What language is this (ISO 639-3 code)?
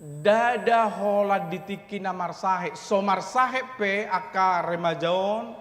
bbc